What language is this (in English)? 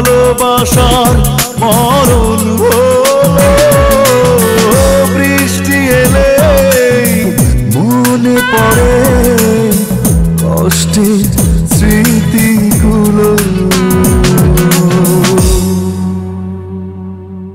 Bangla